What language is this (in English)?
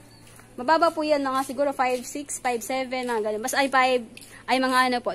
Filipino